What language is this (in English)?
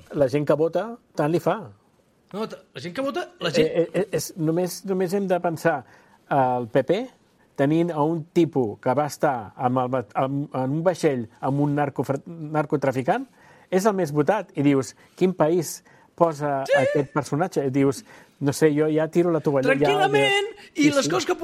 Catalan